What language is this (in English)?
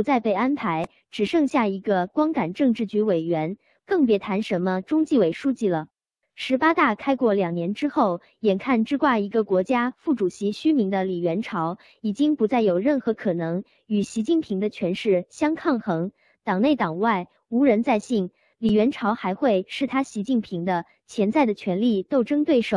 Chinese